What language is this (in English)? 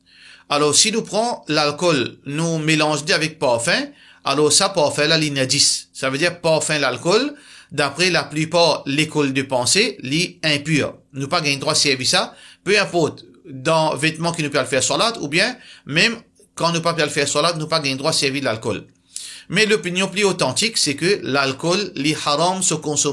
Morisyen